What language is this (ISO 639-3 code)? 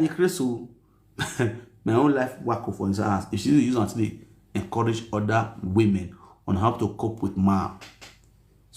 pcm